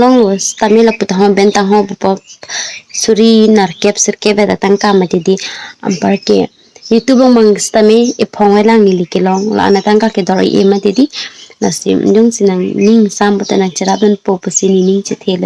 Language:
Karbi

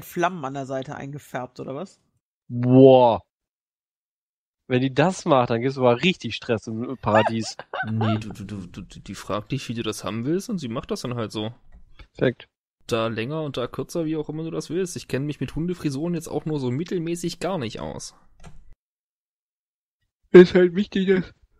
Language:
German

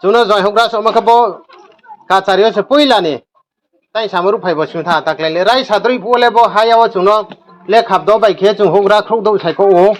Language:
Riang (India)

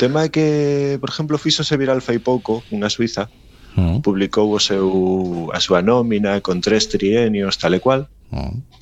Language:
Galician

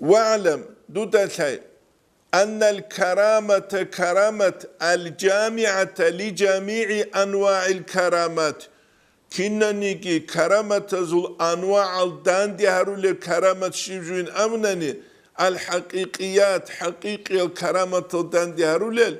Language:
Avaric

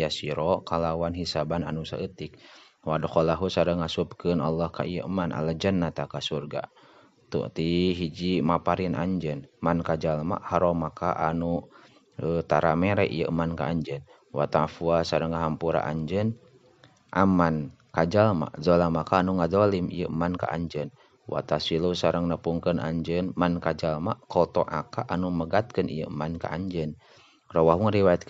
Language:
Sundanese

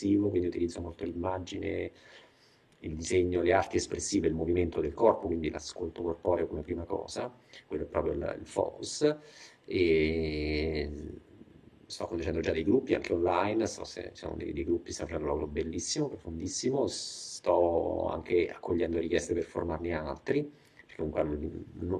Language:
Italian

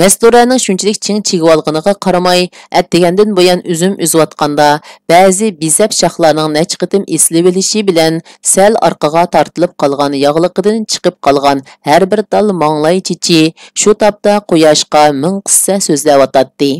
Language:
Uyghur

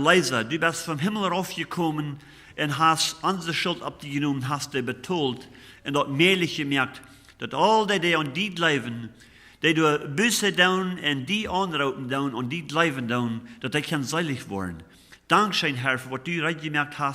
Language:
Plautdietsch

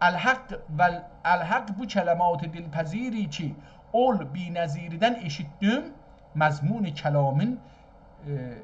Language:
South Azerbaijani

